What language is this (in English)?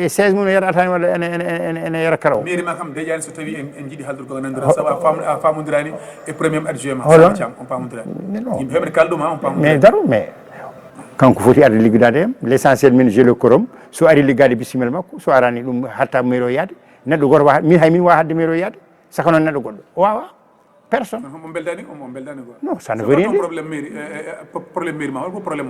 Fula